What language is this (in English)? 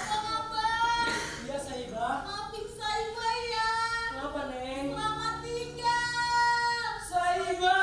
Betawi